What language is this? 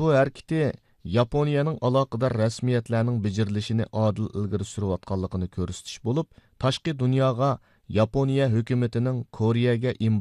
Uyghur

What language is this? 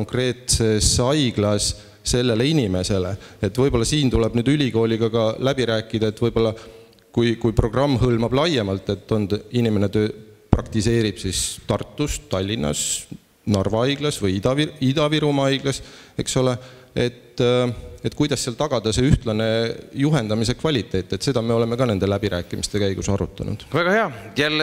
Estonian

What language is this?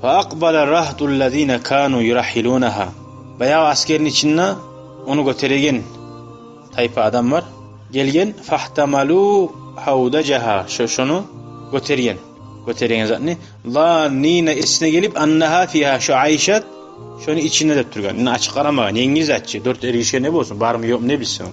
Kumyk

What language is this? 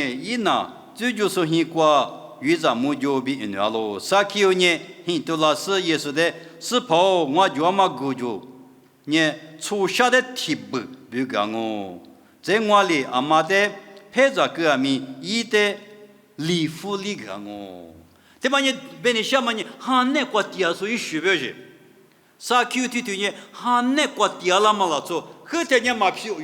Lisu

